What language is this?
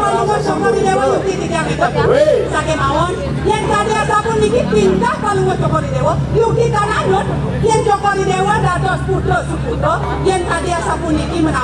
Balinese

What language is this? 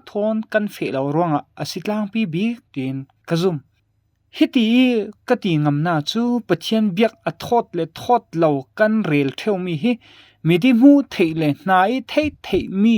Falam Chin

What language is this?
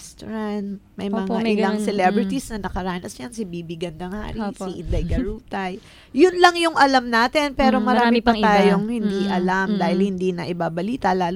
Filipino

